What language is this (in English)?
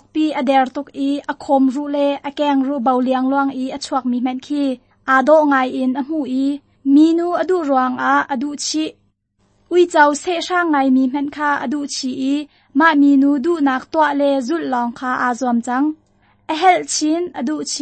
Hakha Chin